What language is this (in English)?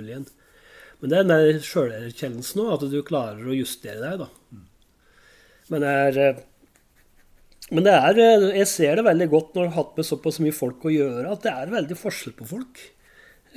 Norwegian